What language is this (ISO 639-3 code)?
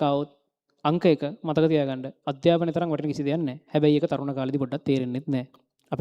sin